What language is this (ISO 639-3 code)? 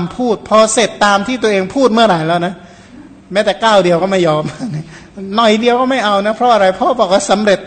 tha